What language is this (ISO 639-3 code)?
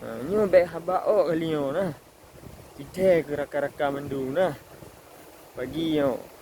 ace